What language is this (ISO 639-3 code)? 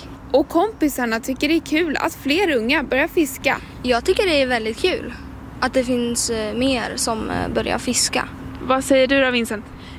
swe